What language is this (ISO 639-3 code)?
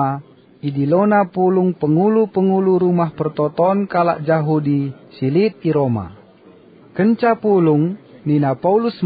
btx